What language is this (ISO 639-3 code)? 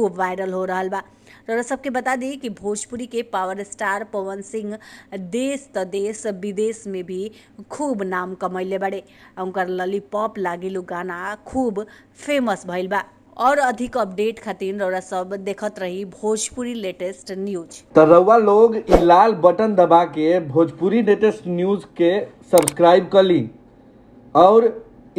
bho